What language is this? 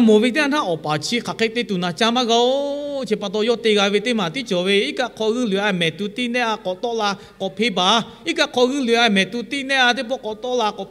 Lahu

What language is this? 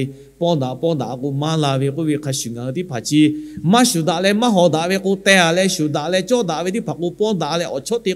Lahu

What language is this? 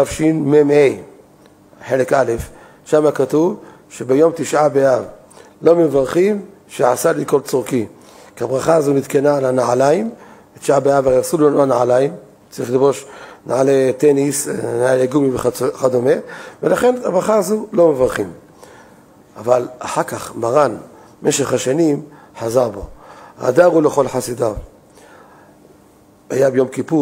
Hebrew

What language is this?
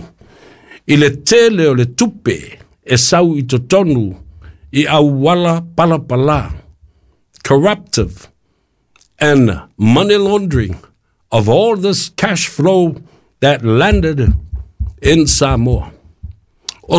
Samoan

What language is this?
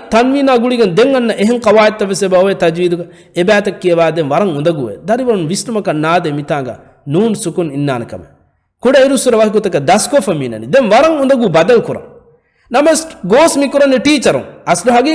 Divehi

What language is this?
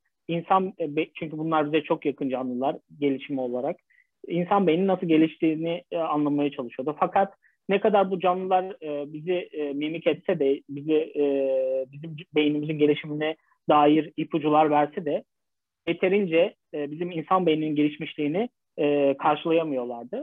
Turkish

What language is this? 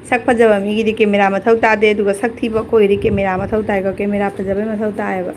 Manipuri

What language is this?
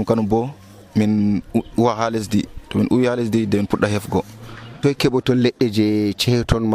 Nigerian Fulfulde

